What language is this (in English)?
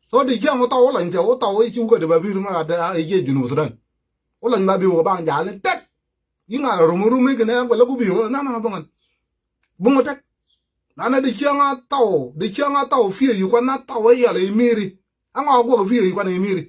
Nuer